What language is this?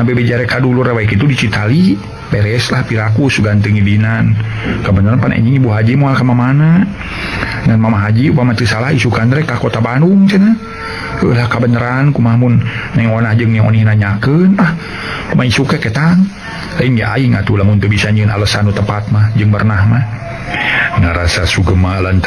Sundanese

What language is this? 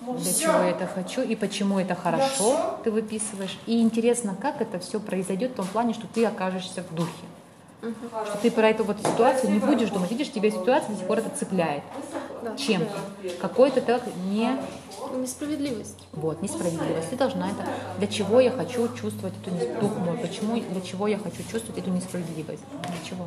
Russian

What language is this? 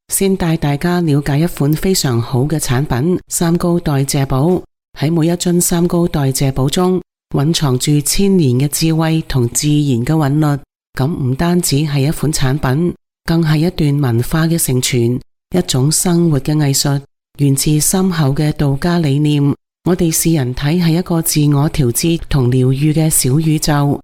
Cantonese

